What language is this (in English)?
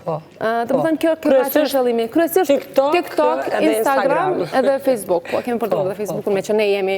Albanian